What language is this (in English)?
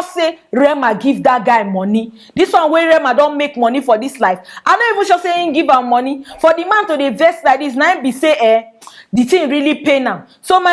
Nigerian Pidgin